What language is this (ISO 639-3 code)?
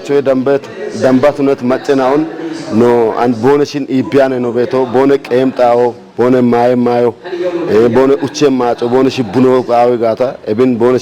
kbr